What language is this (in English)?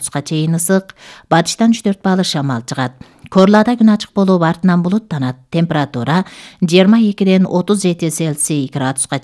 Kyrgyz